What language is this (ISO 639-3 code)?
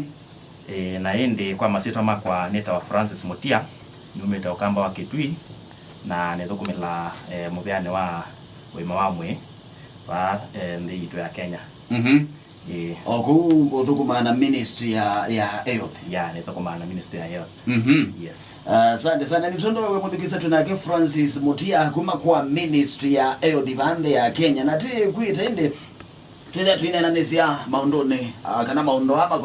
kam